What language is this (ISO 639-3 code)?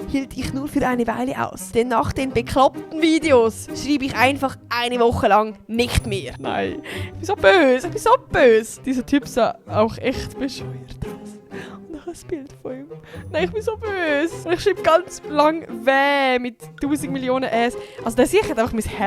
gsw